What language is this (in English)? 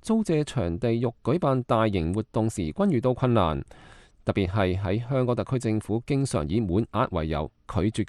Cantonese